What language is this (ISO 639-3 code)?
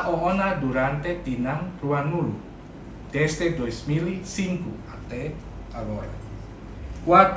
tet